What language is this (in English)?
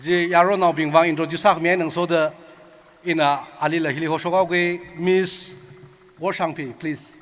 Tangkhul Naga (India)